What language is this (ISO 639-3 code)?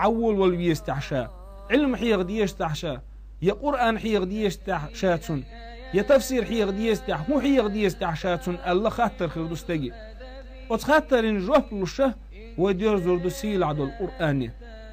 che